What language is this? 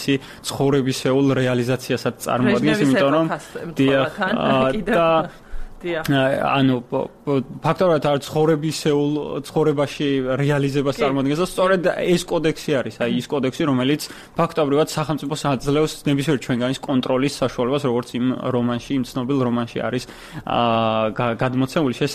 Georgian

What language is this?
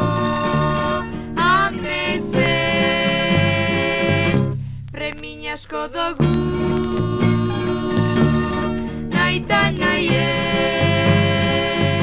Basque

